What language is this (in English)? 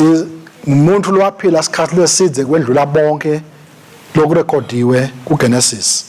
Swati